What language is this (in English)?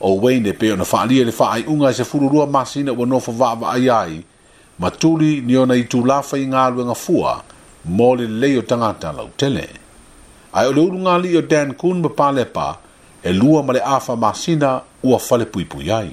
Samoan